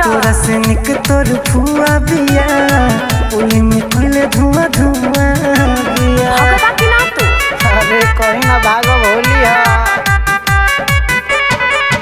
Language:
Bhojpuri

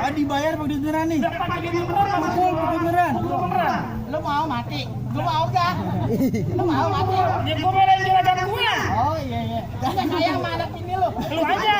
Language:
Betawi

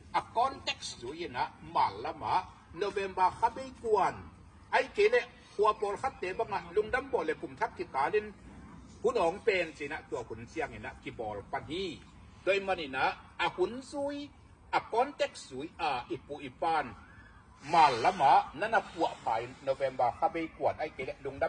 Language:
Tedim Chin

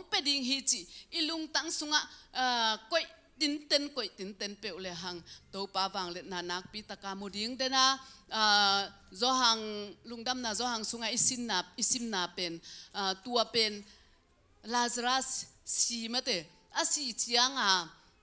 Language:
Tedim Chin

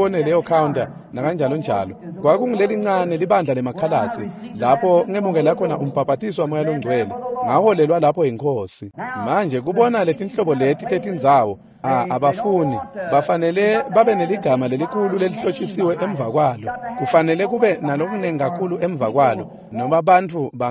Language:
Swati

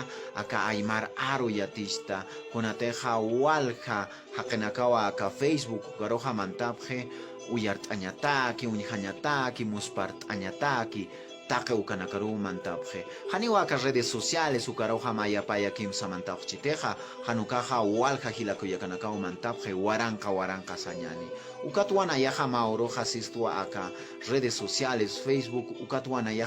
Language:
Aymara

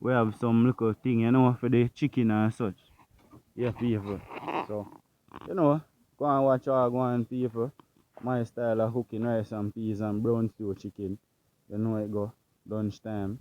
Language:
Jamaican Creole English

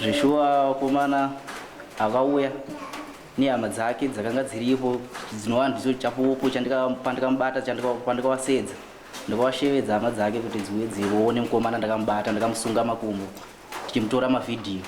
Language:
Shona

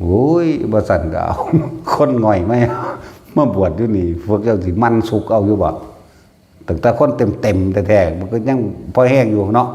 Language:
Northeastern Thai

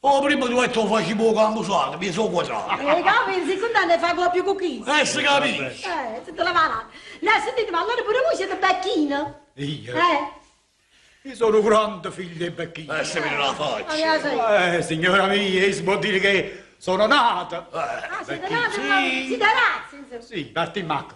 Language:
Neapolitan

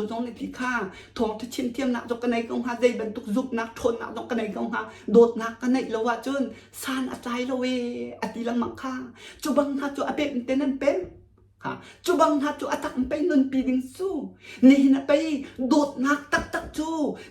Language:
Hakha Chin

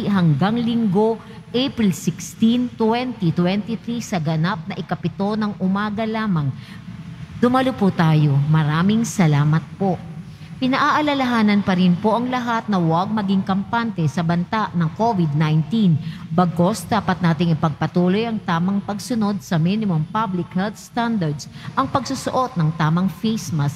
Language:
Filipino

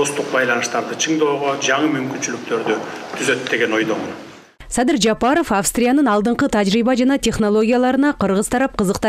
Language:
Kyrgyz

